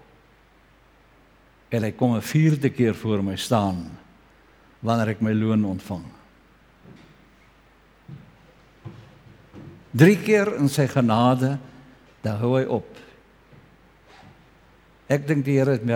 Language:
Afrikaans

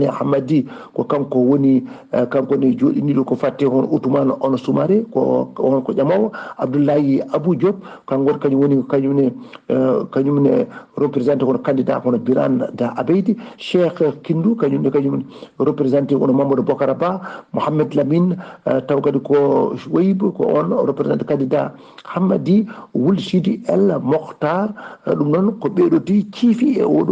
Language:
Fula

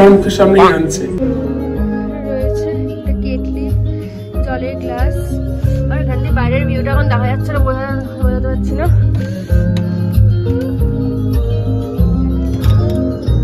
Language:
Bangla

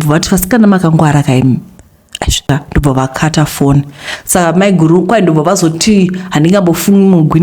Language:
Shona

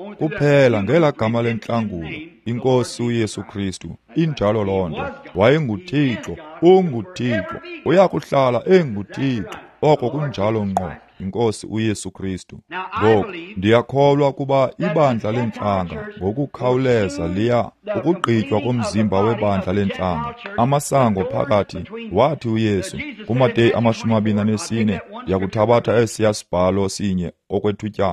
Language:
Xhosa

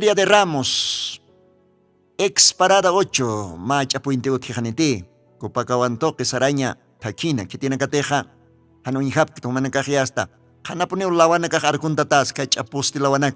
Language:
Aymara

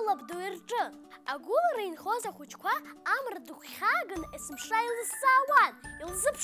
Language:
Abkhazian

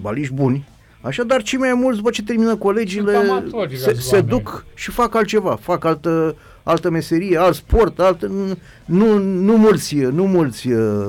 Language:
Romanian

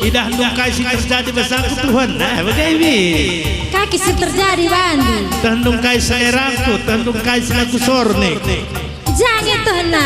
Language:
Batak Karo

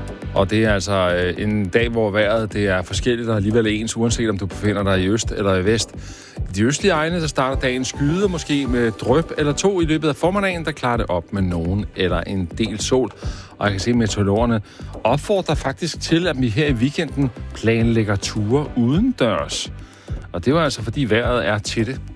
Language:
Danish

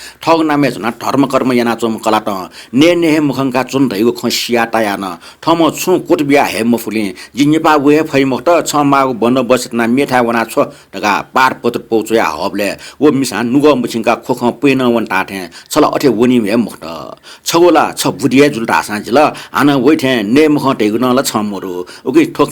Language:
Newari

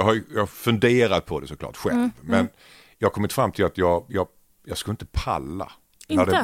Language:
Swedish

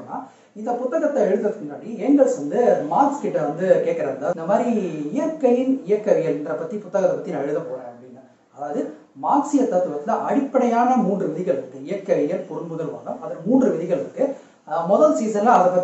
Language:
Tamil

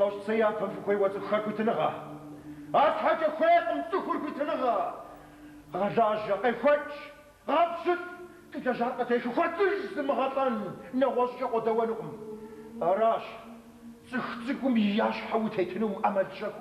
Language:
Kabardian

